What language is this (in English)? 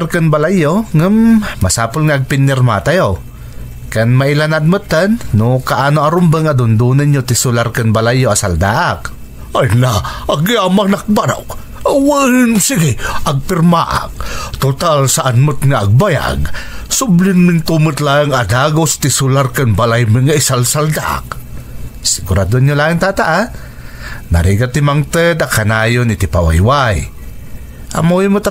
Iloko